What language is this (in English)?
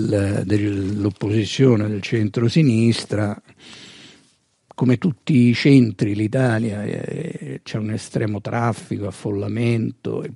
Italian